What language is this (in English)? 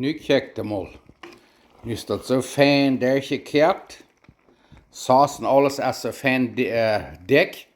Plautdietsch